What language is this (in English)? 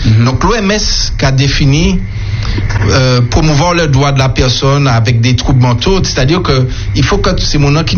French